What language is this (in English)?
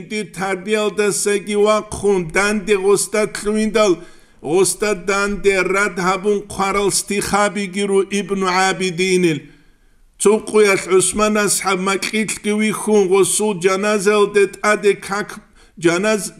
Avaric